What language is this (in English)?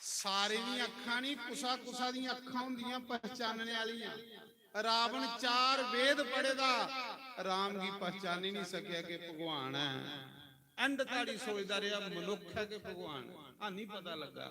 Dogri